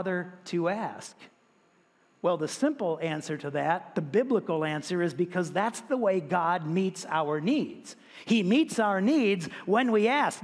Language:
English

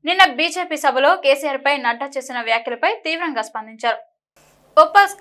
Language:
Telugu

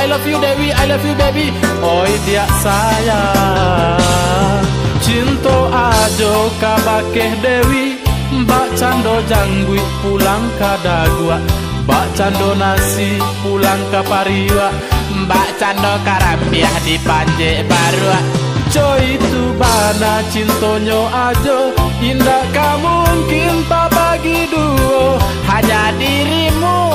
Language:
Minangkabau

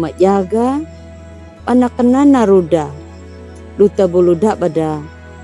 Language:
Anakalangu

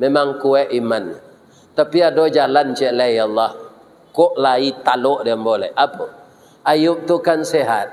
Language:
Minangkabau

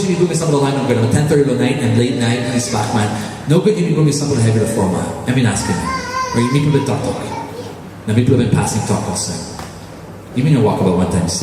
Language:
Tok Pisin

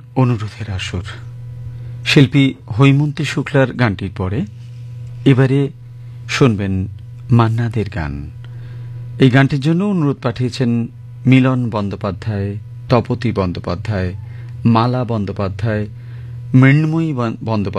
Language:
Bangla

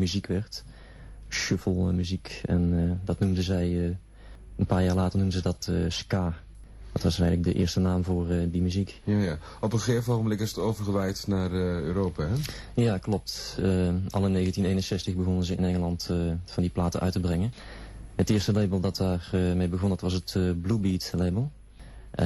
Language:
Dutch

